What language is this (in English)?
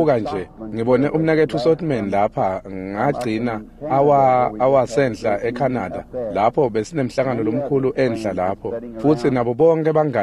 Swati